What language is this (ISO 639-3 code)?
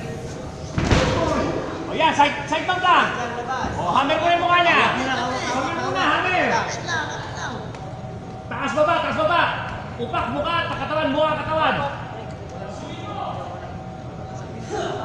fil